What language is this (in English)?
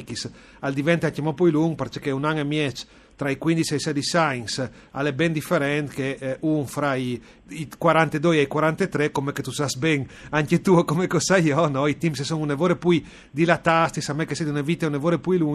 Friulian